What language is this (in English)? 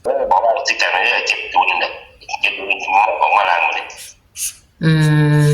Northeastern Thai